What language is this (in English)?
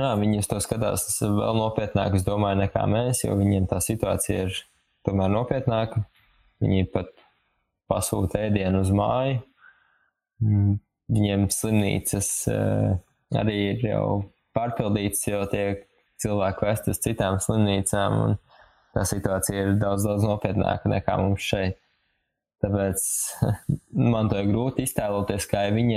Latvian